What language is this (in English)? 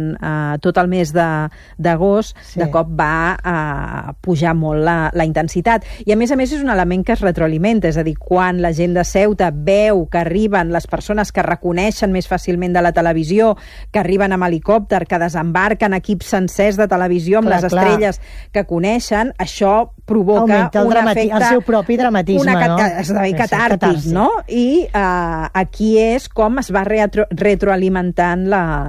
Catalan